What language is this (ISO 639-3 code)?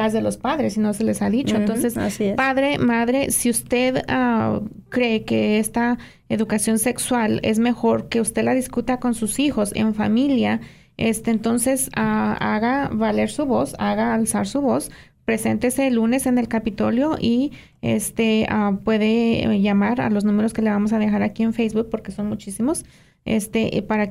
spa